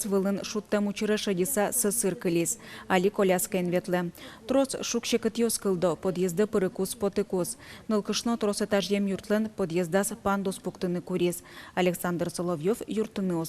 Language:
Udmurt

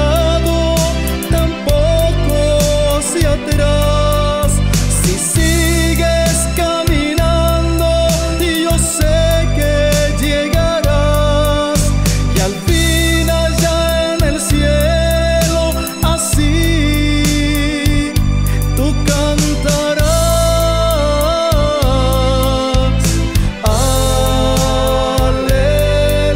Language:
Spanish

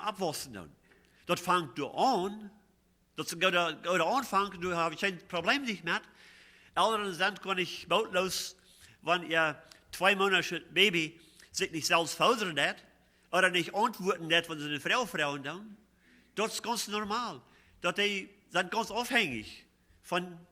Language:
Plautdietsch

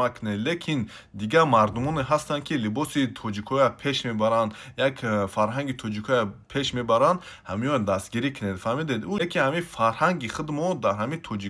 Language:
Tajik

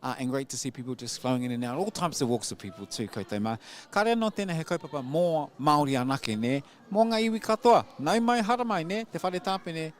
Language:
Māori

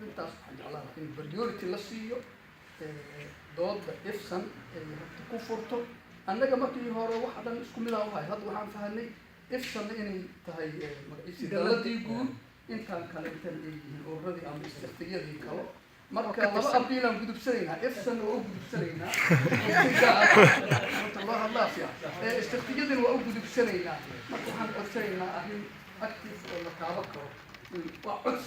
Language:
Somali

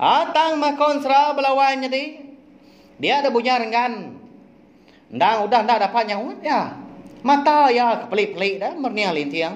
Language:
Iban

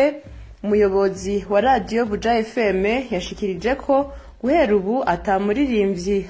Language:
Rundi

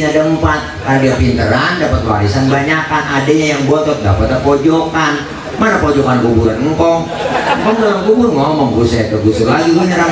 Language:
Betawi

